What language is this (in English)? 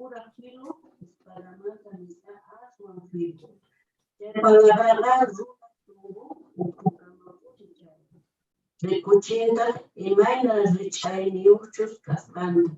Quechua